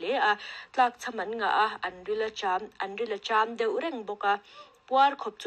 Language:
Mizo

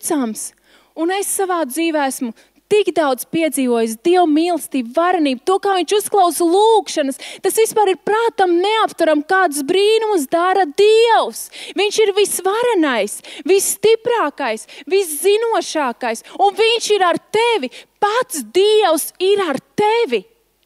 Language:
Latvian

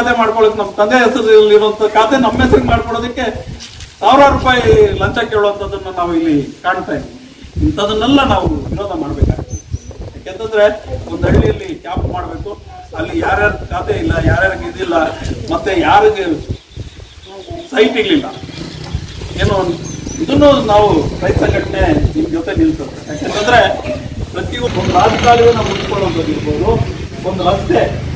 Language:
Kannada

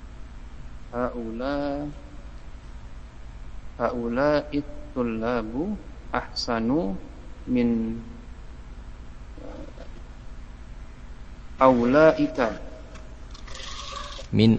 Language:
Indonesian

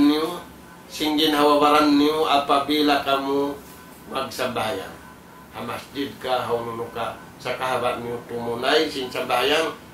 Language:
Tausug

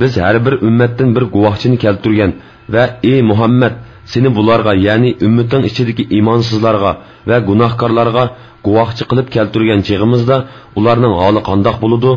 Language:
Uyghur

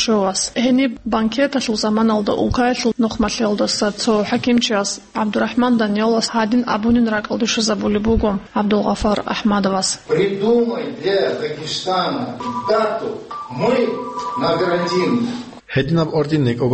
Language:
Avaric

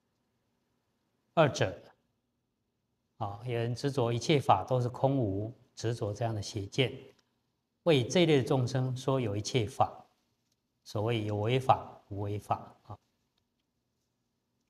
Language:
Chinese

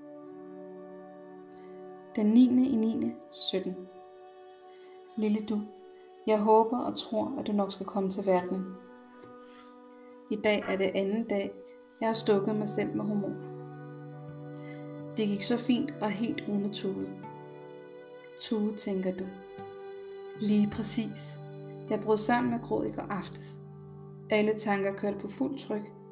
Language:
Danish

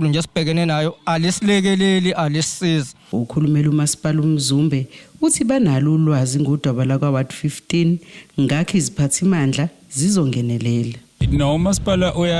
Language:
Zulu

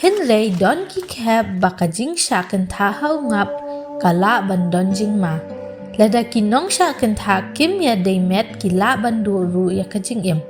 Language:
Khasi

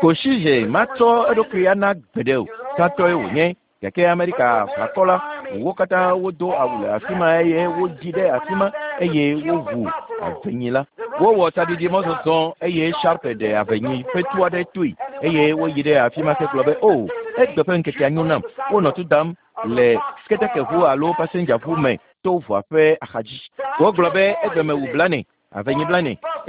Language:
Ewe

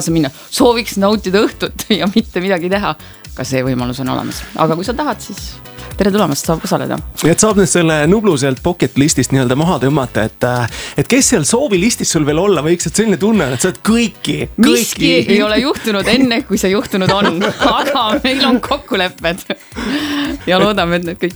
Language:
Estonian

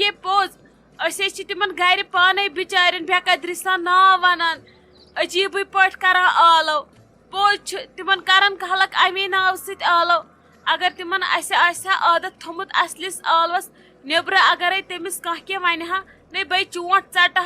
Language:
Kashmiri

